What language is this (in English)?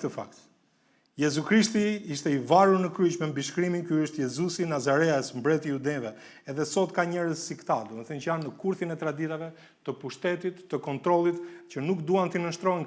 Albanian